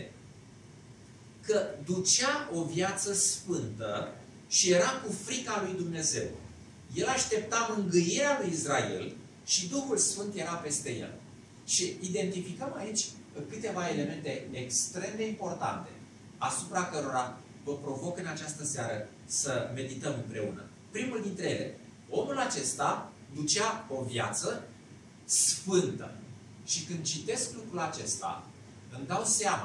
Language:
Romanian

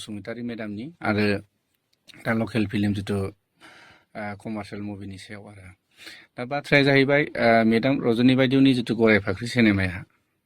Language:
Bodo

